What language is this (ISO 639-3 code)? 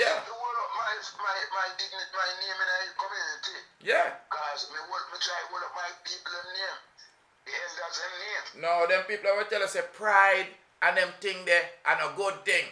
jam